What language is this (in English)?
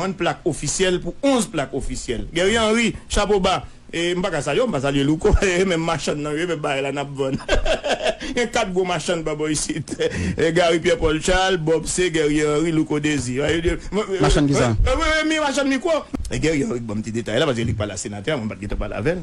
Haitian Creole